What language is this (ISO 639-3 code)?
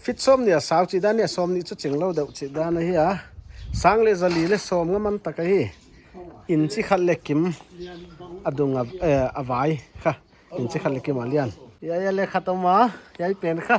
pck